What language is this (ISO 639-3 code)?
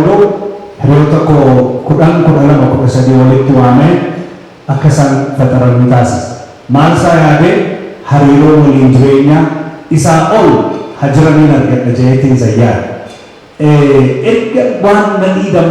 orm